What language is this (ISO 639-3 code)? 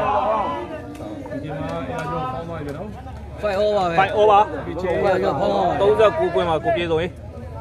mya